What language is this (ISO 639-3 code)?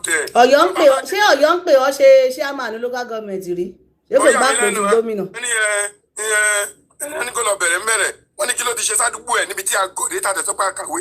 yor